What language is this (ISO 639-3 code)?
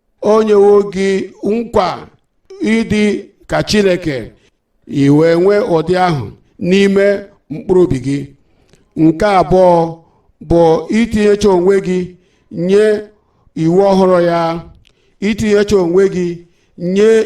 ibo